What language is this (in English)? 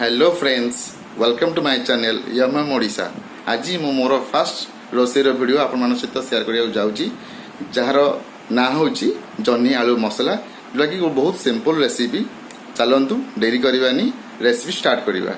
Odia